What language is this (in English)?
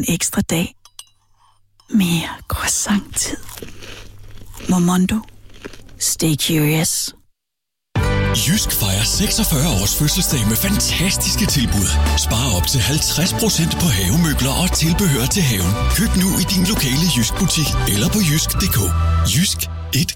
Danish